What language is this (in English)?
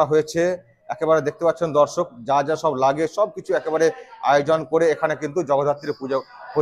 Bangla